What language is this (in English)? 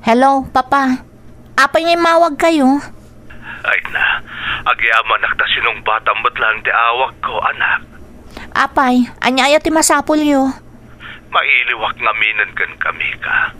Iloko